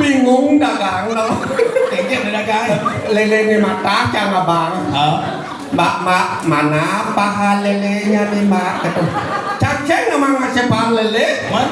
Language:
Balinese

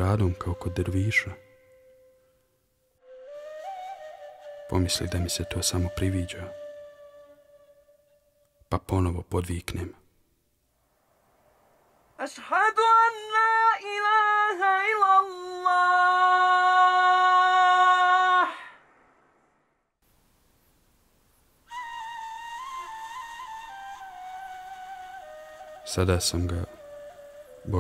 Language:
Bosnian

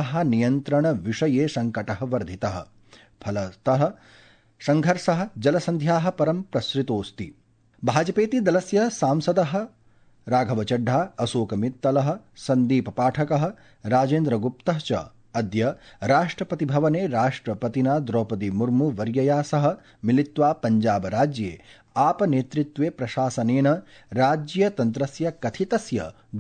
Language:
Sanskrit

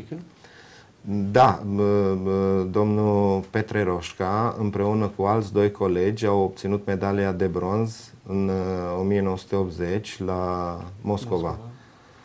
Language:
Romanian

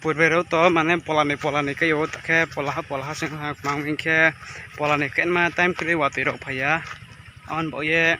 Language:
Riang (India)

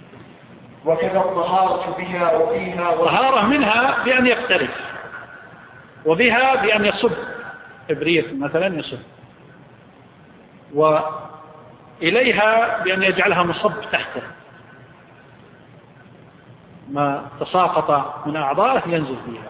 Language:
Arabic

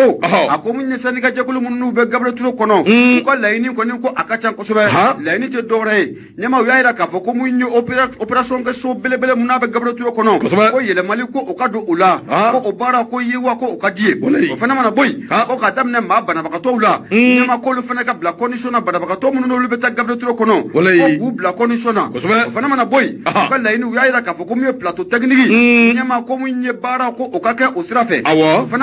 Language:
Bambara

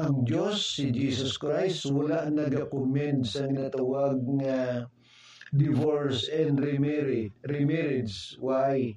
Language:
Hiligaynon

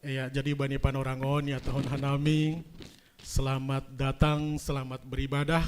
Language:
Batak Simalungun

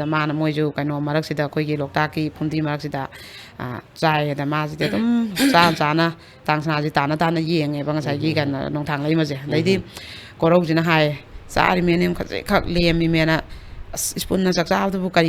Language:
Manipuri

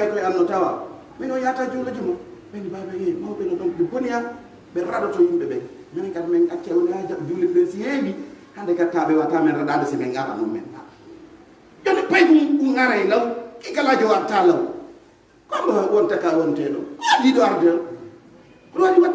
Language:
Pular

